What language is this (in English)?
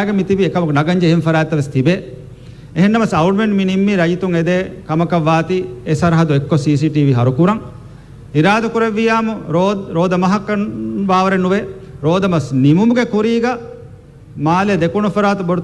Divehi